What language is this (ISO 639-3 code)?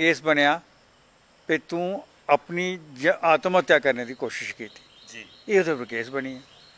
doi